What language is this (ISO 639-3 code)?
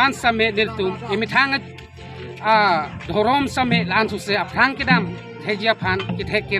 mjw